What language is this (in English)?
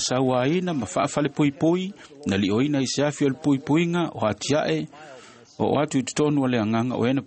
Samoan